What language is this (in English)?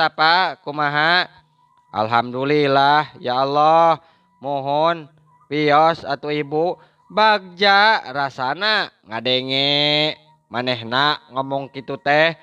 Sundanese